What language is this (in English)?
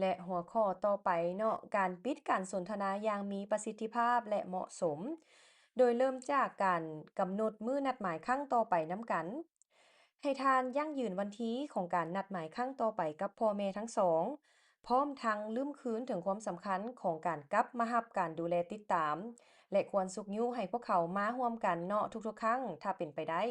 Lao